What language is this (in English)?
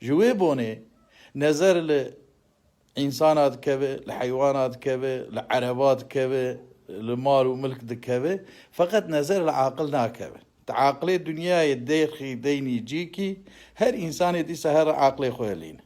Kurdish